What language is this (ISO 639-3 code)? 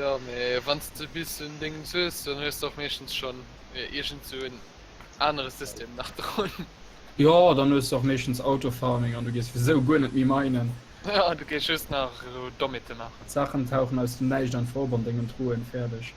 ltz